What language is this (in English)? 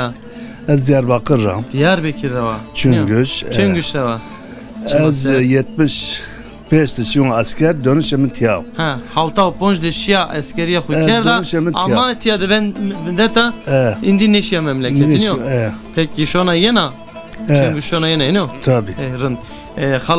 Zaza